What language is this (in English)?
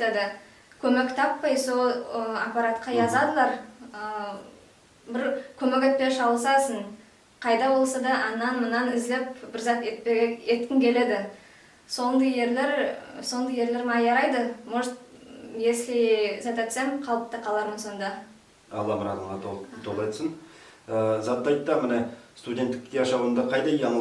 Nogai